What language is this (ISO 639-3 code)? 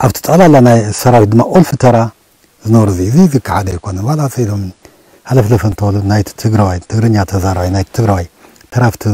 tir